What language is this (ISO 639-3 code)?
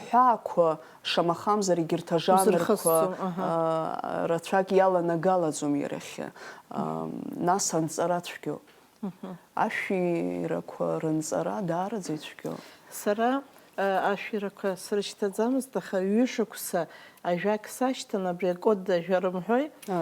abk